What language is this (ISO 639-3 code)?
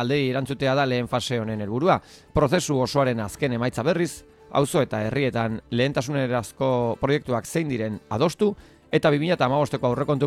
eus